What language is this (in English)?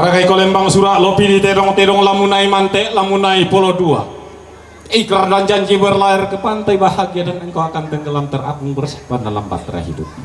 Toraja-Sa'dan